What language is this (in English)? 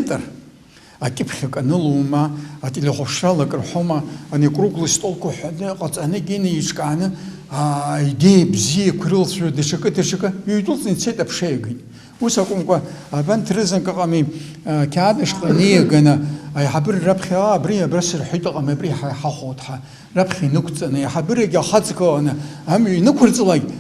Abkhazian